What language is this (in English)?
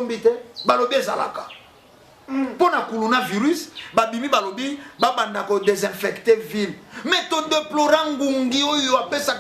Lingala